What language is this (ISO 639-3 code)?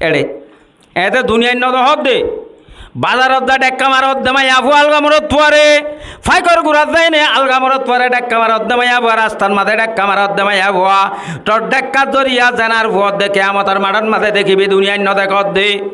rhg